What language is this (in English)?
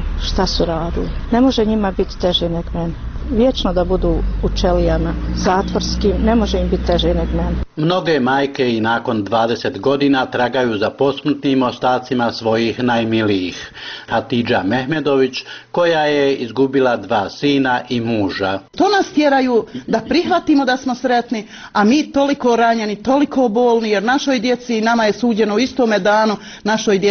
Bosnian